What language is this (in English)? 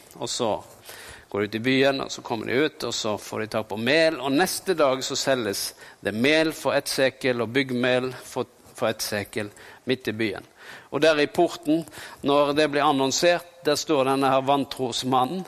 Norwegian